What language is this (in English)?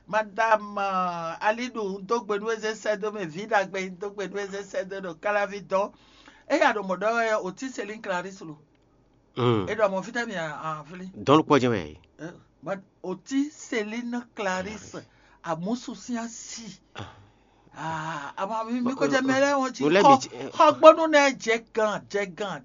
Fon